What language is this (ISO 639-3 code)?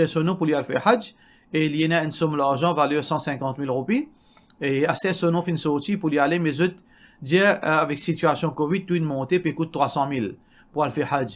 mfe